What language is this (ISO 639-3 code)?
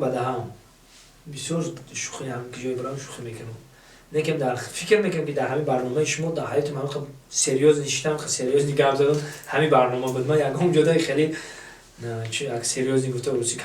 tgk